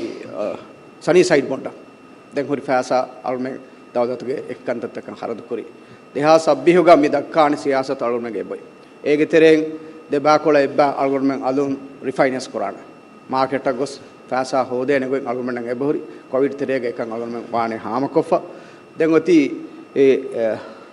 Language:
Divehi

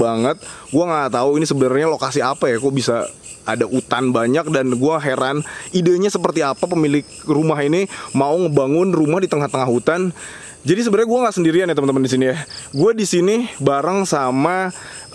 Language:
Indonesian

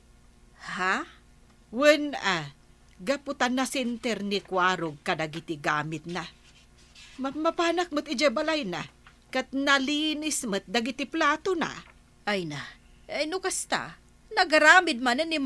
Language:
Iloko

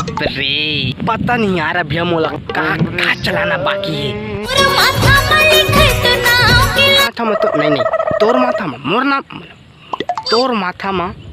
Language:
Chhattisgarhi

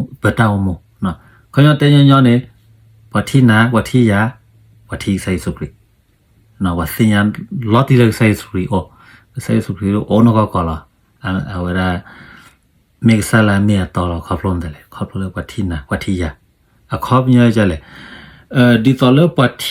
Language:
S'gaw Karen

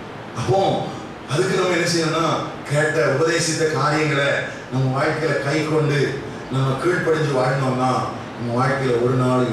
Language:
Tamil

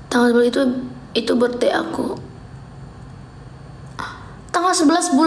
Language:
Indonesian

